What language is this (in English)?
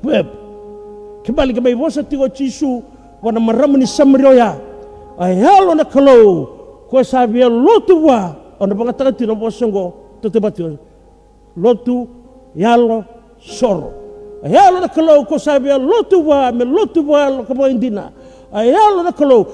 Fijian